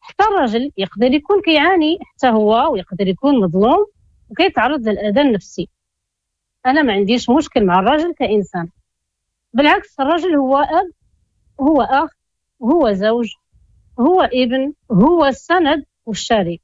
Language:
Moroccan Arabic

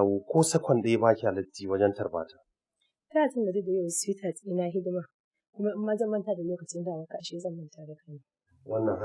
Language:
Hausa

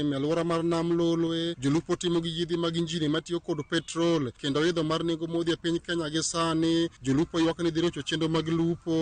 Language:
Luo (Kenya and Tanzania)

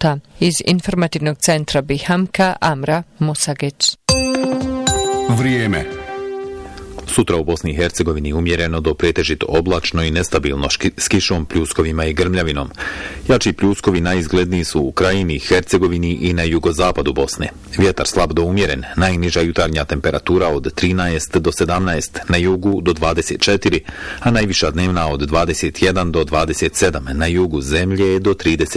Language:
Bosnian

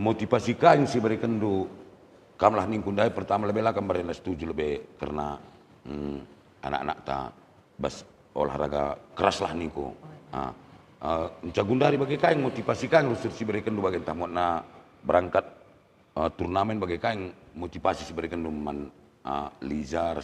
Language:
Batak Karo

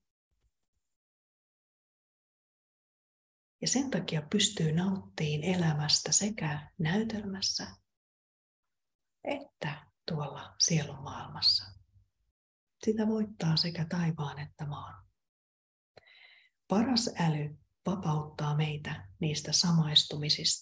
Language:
Finnish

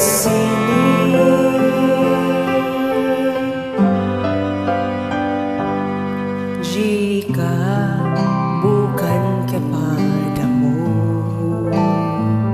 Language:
Indonesian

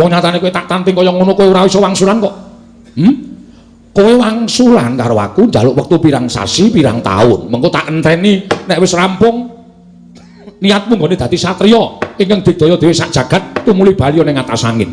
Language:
Javanese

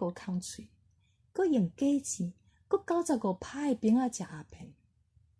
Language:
Min Nan Chinese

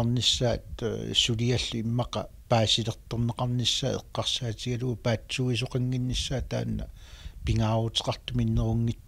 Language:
Kalaallisut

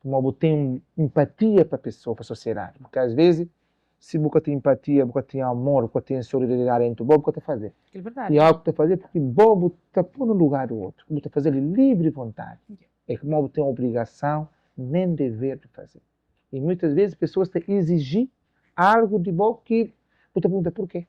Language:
Kabuverdianu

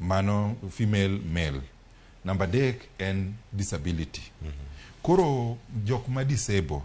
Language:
Luo (Kenya and Tanzania)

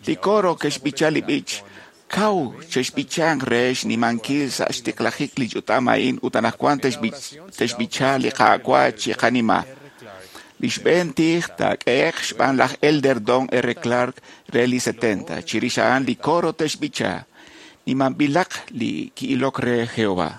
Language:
Kekchí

